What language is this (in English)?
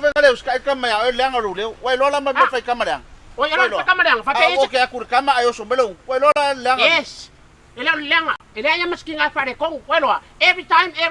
Samoan